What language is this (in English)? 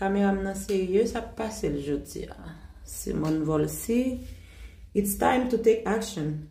Haitian Creole